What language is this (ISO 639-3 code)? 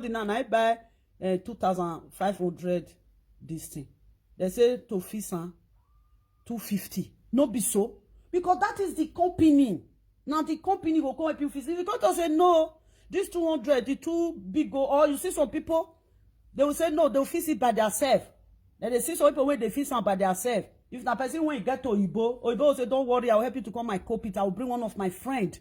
pcm